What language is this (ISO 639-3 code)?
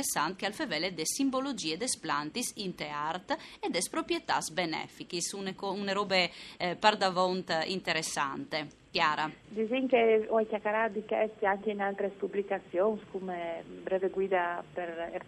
fur